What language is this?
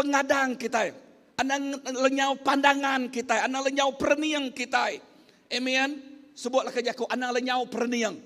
Iban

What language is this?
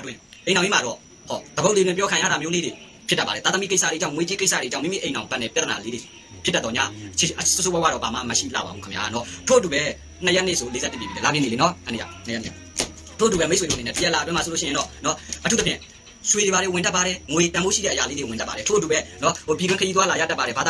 Burmese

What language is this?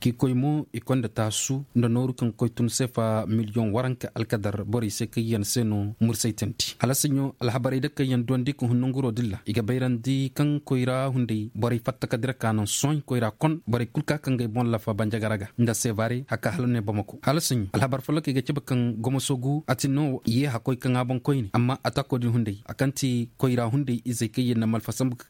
Koyraboro Senni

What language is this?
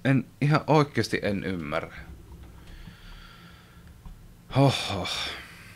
Finnish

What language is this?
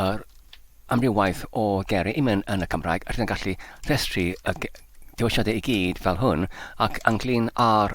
Welsh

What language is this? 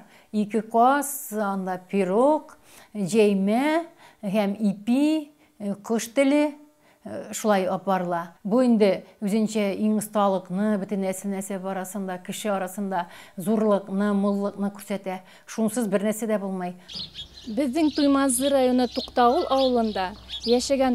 Bashkir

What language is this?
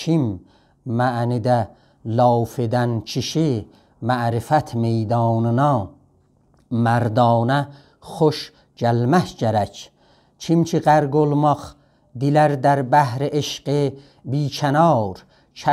South Azerbaijani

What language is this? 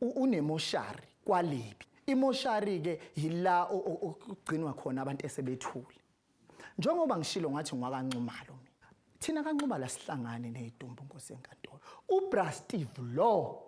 Zulu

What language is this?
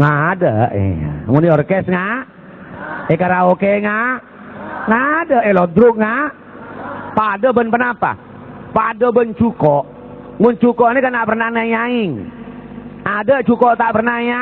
Madurese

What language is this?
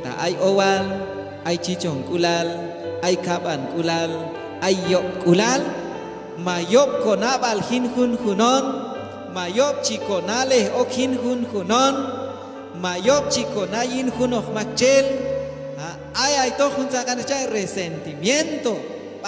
Q'anjob'al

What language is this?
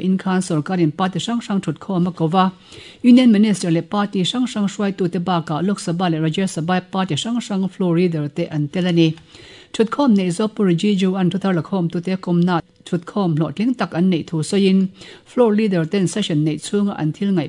Mizo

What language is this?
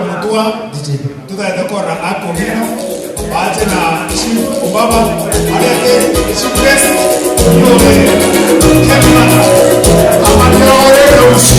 Gusii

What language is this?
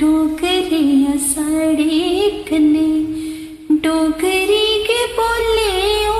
Dogri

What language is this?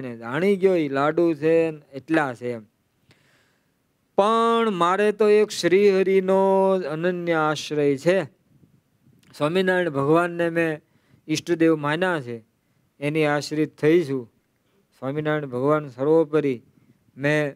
Gujarati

